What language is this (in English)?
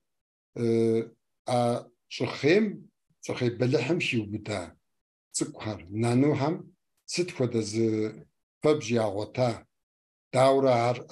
Kabardian